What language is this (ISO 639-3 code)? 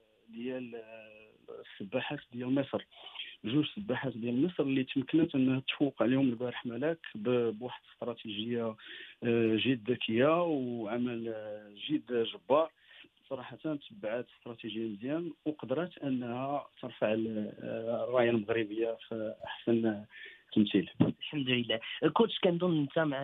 ary